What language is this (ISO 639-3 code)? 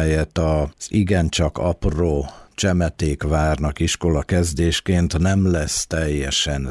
hun